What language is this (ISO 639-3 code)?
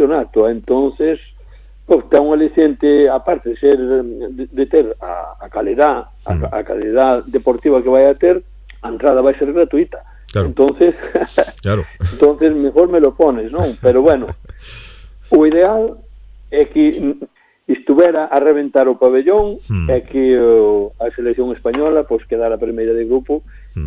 glg